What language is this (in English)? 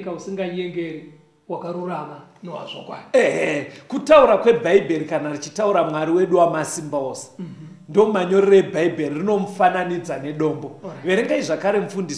Shona